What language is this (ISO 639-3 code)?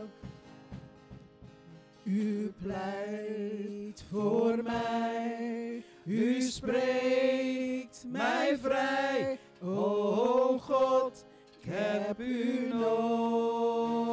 nld